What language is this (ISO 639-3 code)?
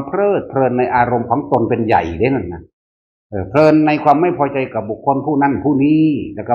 tts